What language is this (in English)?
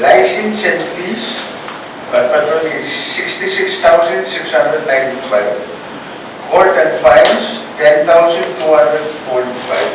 Pohnpeian